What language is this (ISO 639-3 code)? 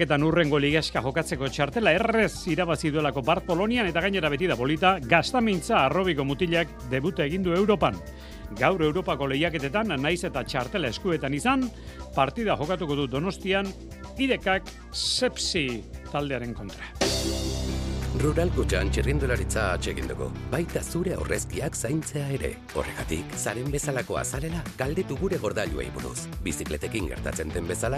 eus